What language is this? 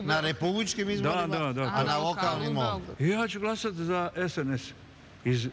Serbian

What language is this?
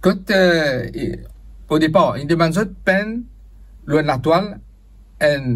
Morisyen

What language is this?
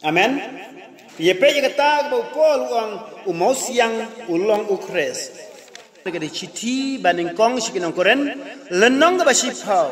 Khasi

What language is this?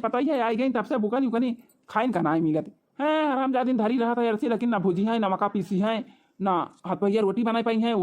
Awadhi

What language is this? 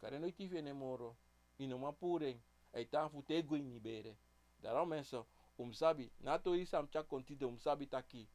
Sranan Tongo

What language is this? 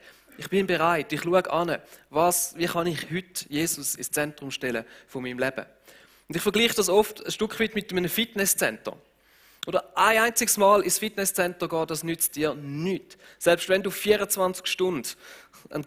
Swiss German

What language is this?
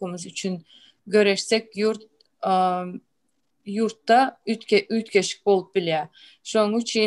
Turkmen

